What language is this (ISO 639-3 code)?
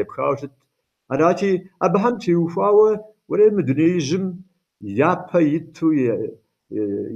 kbd